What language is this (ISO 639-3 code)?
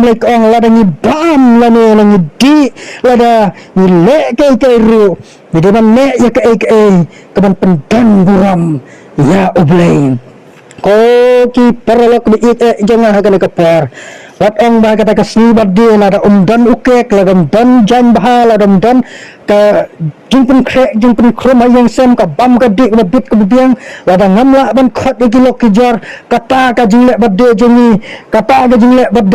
kha